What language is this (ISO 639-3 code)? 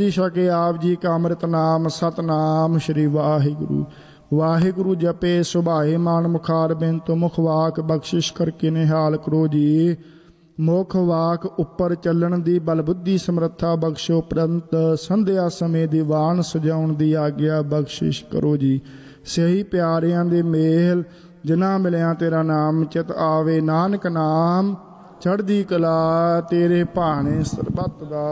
pan